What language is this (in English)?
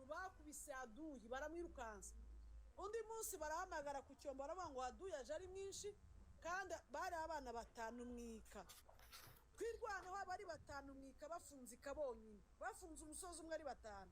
Kinyarwanda